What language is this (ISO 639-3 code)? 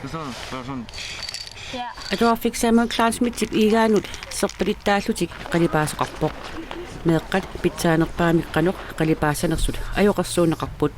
kal